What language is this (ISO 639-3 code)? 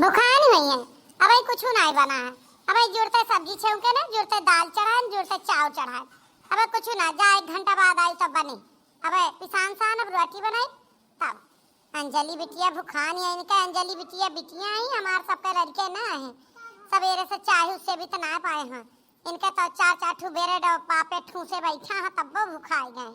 awa